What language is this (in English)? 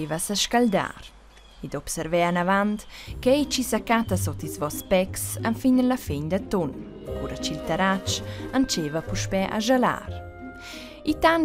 Romansh